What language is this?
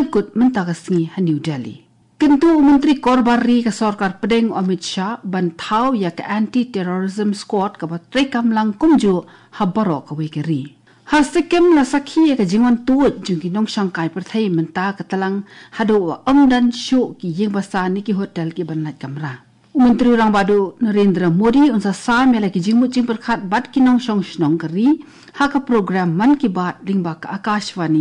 Khasi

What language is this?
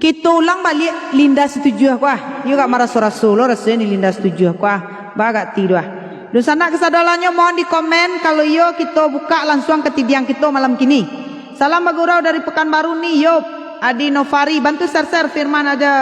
Minangkabau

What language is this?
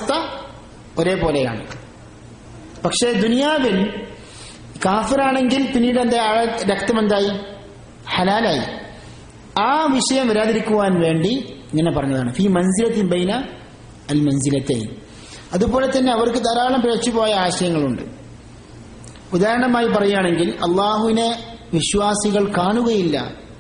Malayalam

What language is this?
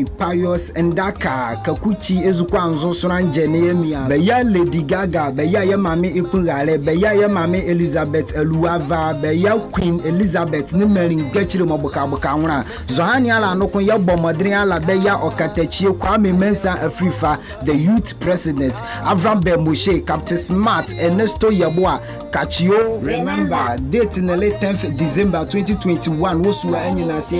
Nzima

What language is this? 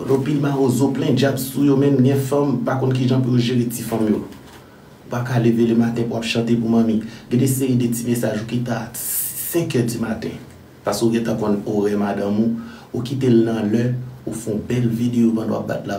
Haitian Creole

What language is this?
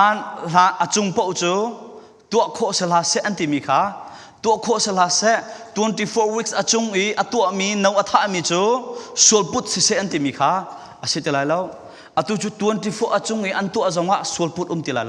Falam Chin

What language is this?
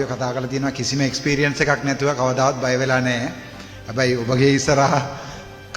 Sinhala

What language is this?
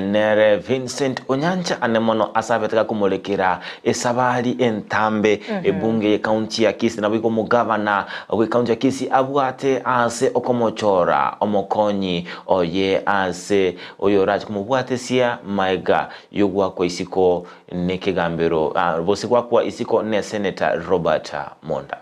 Gusii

